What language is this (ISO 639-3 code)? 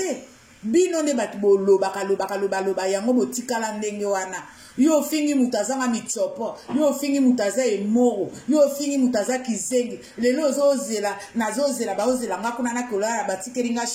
lin